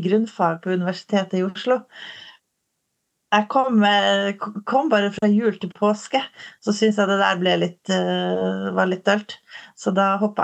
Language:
Norwegian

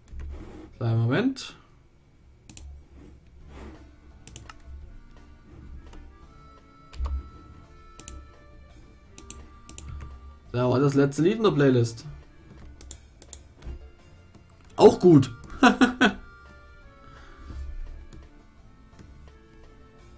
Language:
German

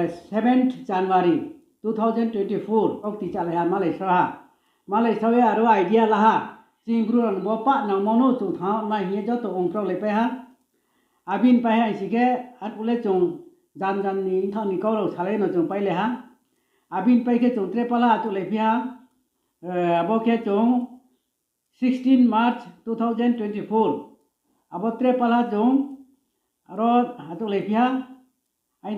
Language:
Riang (India)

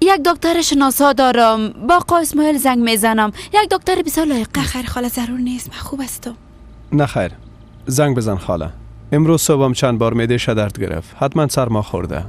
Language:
Persian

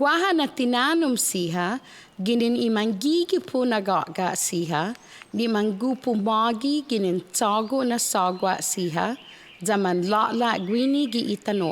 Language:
Chamorro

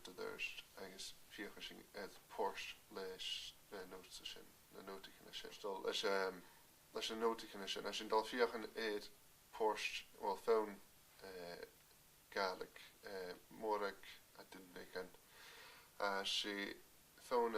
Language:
Scottish Gaelic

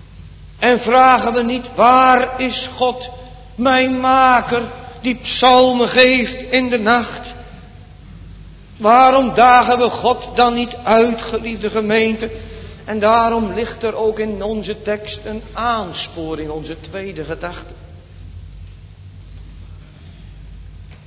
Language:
Dutch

